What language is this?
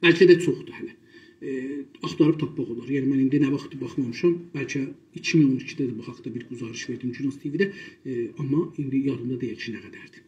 South Azerbaijani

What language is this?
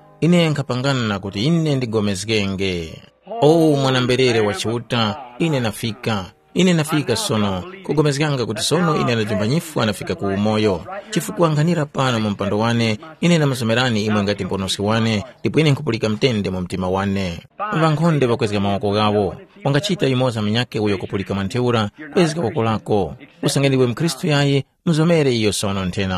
Tumbuka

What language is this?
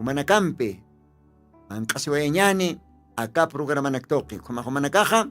Aymara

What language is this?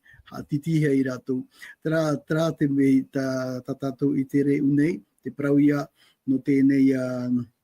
Tahitian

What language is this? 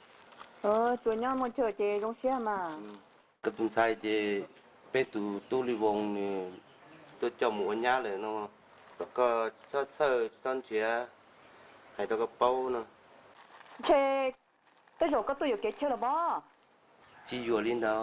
Hmong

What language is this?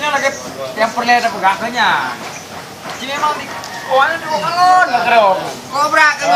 Achinese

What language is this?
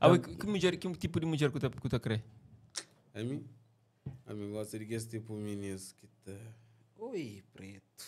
Kabuverdianu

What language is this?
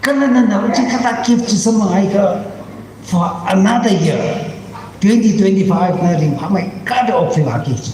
Tangkhul Naga (India)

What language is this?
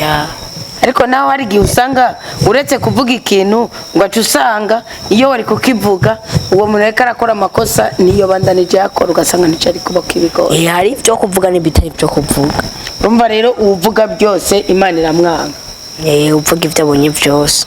Rundi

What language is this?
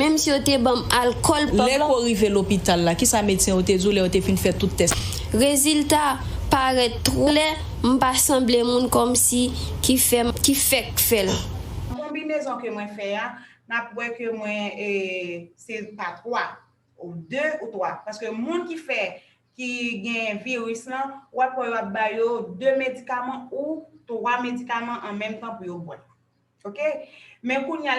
Haitian Creole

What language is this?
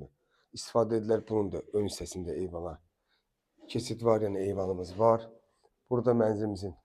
Azerbaijani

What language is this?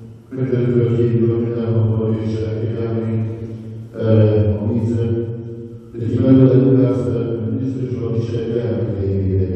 Hungarian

